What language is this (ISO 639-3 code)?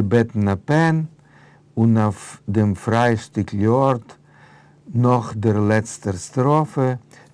yid